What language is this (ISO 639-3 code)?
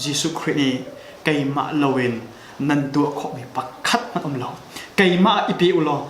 cnh